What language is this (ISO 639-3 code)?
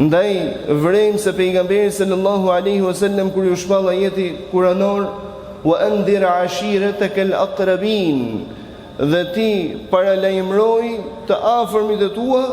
sqi